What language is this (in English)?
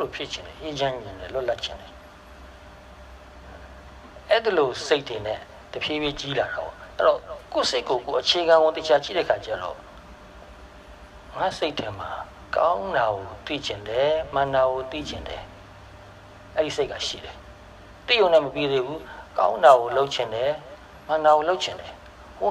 Burmese